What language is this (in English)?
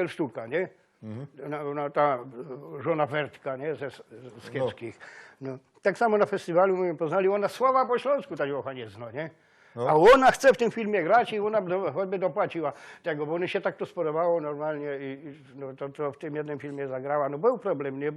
Silesian